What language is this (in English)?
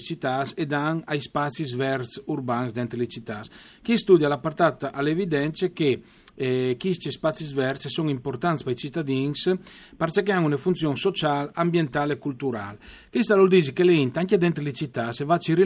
Friulian